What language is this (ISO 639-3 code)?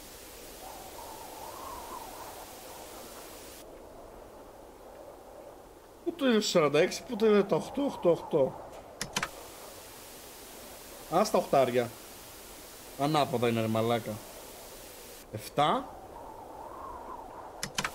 ell